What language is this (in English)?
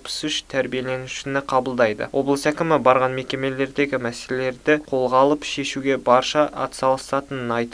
Kazakh